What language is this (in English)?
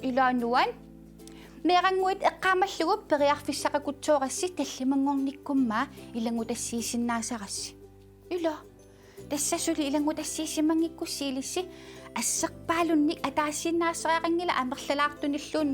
Kalaallisut